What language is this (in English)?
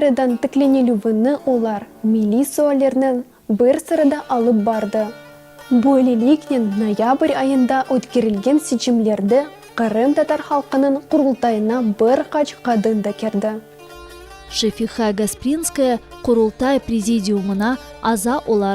Crimean Tatar